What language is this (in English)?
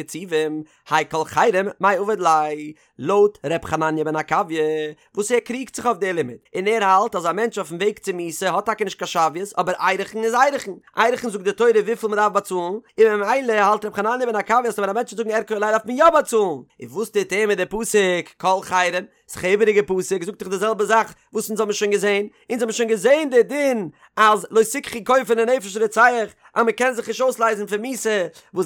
Yiddish